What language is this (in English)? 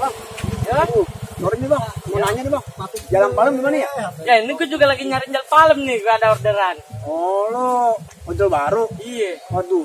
Betawi